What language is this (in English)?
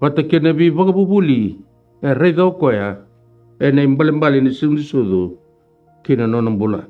Fijian